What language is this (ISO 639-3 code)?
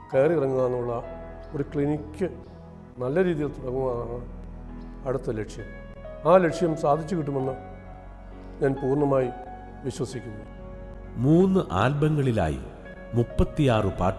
mal